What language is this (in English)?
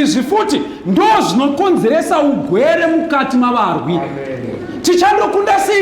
Shona